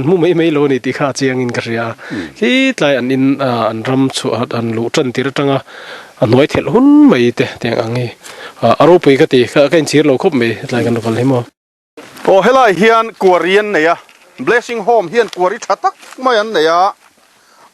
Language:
Mizo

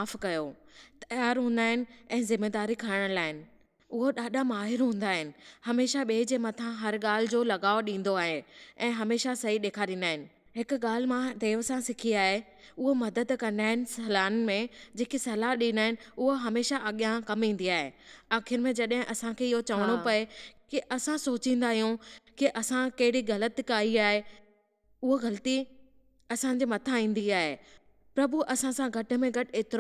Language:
Sindhi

